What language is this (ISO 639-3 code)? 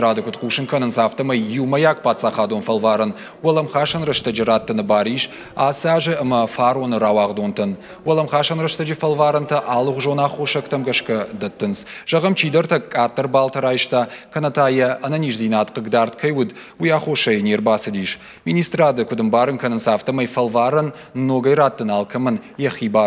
oss